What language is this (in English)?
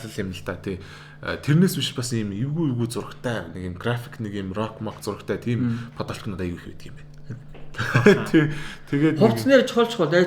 Mongolian